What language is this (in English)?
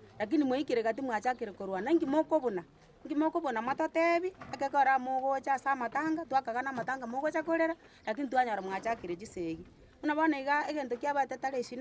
Gusii